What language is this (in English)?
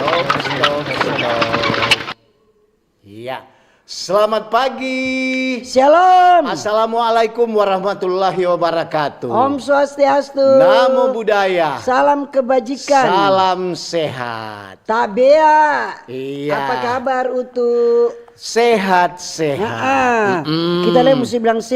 Manado Malay